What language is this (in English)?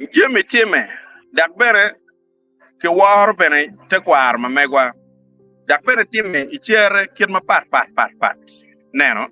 Acoli